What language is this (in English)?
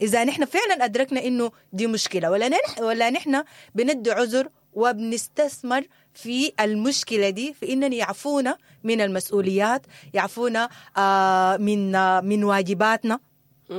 Sudanese Arabic